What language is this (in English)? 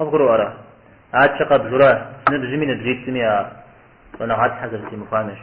Kabardian